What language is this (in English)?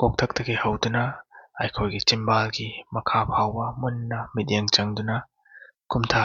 Manipuri